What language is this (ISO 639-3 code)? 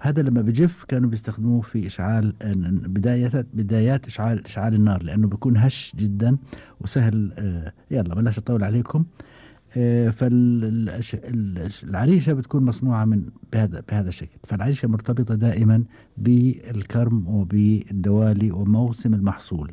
afb